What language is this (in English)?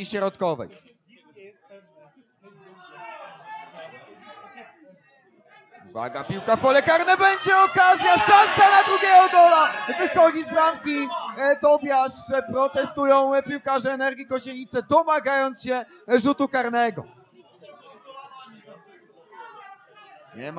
Polish